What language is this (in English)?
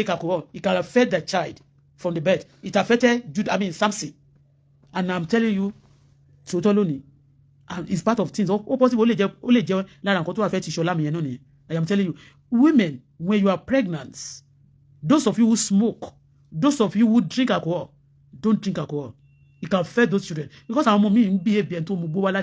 Yoruba